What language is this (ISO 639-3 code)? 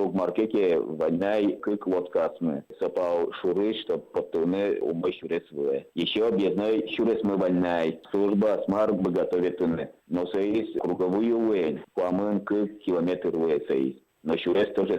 udm